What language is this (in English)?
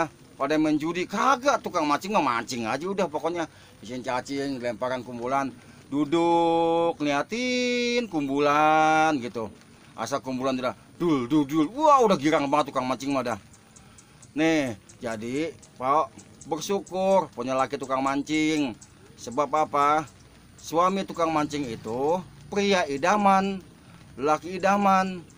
Betawi